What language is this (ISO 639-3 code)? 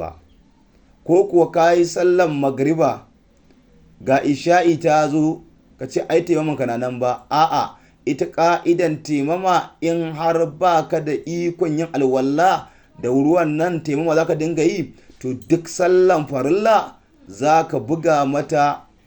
hau